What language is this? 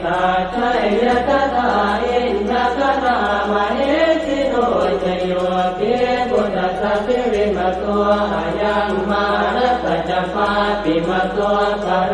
Pali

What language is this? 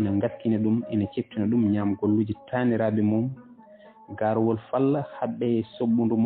Fula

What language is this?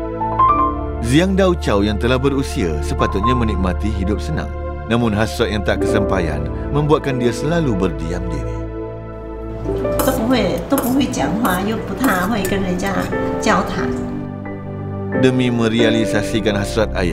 Malay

